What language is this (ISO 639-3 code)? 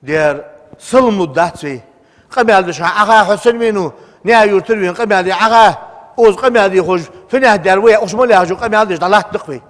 inh